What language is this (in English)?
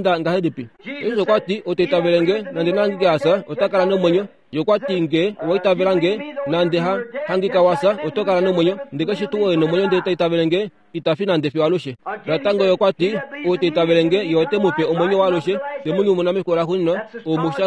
Kuanyama